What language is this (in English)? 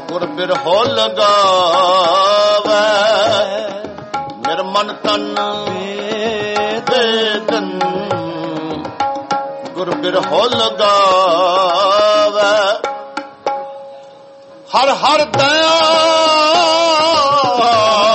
Punjabi